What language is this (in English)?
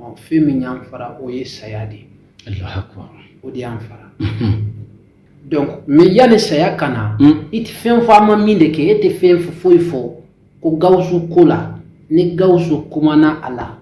Bambara